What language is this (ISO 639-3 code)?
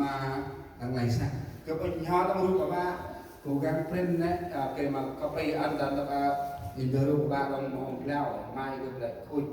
cmo